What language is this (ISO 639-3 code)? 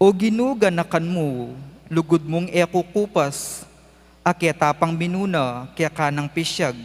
pam